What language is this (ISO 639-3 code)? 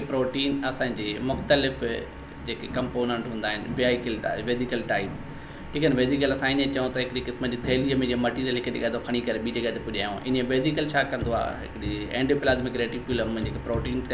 snd